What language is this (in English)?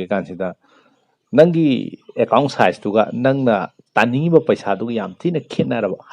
Manipuri